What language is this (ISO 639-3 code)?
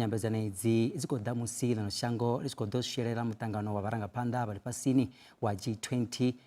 ven